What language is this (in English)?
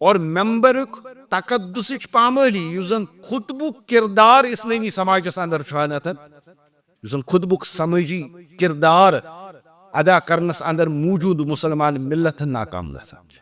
Kashmiri